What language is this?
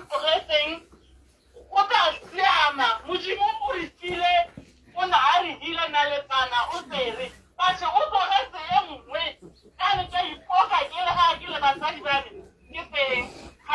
Tswana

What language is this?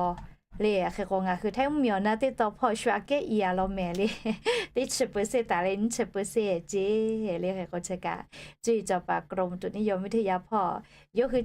Lahu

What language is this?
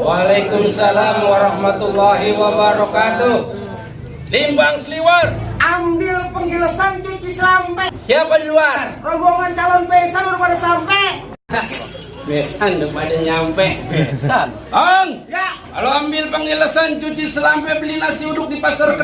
Betawi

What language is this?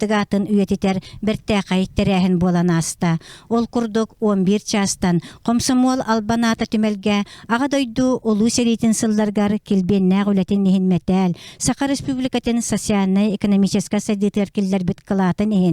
Yakut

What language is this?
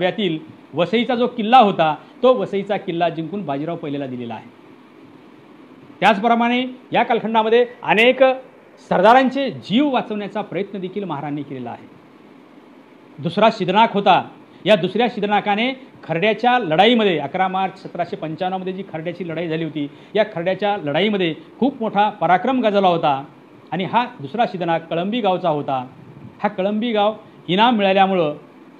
Marathi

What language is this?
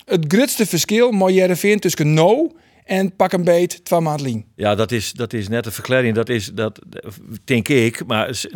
Western Frisian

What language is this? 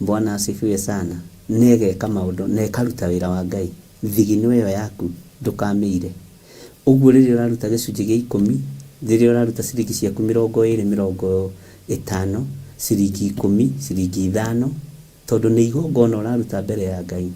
Kikuyu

